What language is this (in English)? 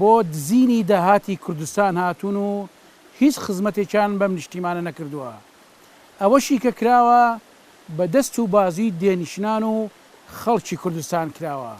Central Kurdish